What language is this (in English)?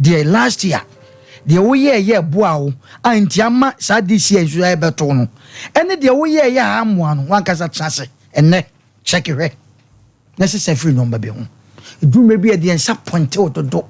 Akan